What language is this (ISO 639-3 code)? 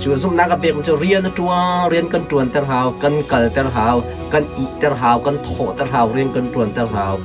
cnh